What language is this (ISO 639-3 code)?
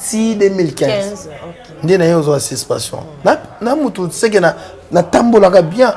lin